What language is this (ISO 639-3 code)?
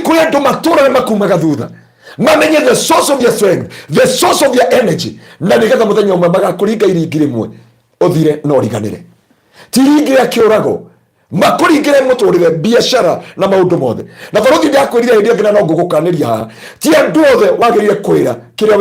kik